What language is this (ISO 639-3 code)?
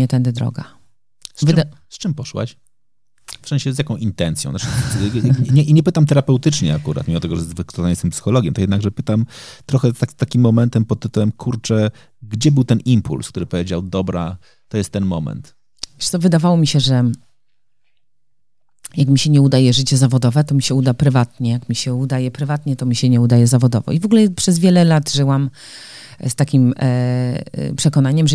pol